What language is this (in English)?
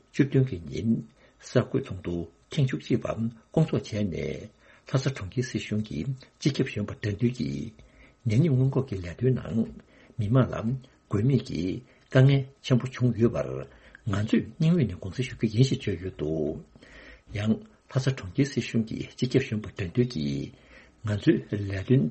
Tibetan